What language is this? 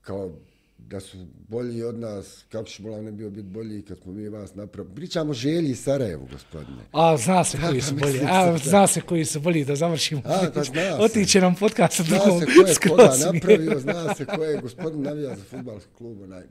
Bosnian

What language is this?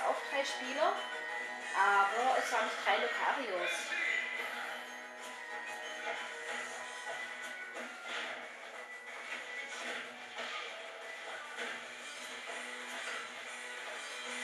German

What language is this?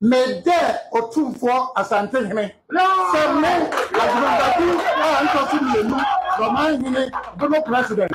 Akan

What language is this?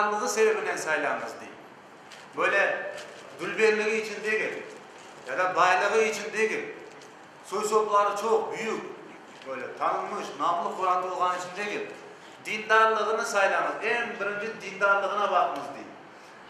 Crimean Tatar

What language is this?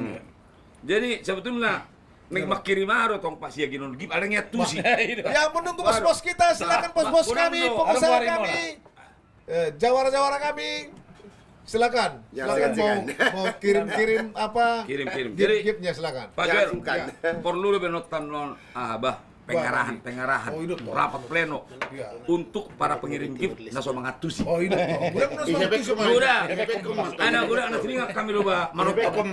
Batak Toba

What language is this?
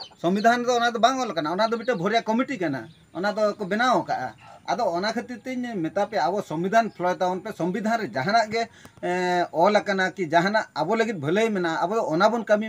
Santali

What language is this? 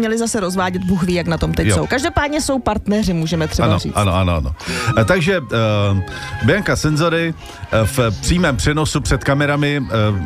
Czech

